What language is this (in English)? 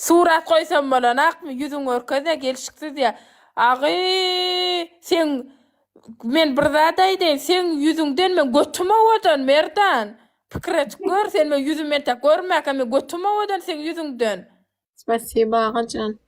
Turkmen